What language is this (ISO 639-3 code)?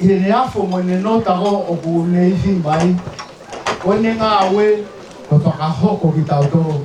ton